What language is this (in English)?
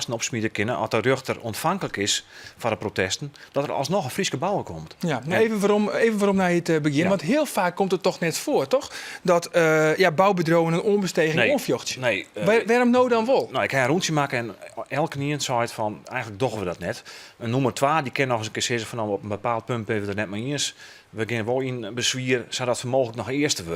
Western Frisian